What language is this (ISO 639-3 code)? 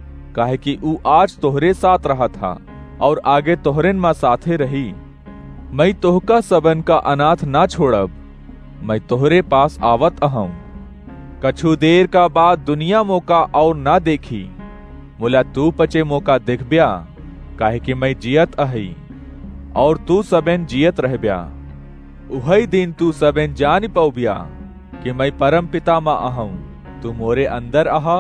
awa